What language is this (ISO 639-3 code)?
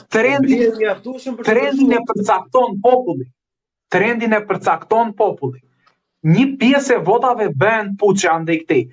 sqi